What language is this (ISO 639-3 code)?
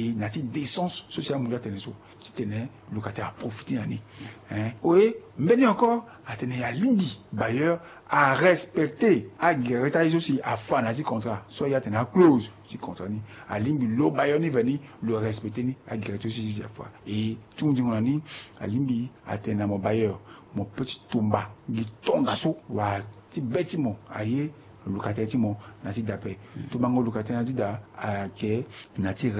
sag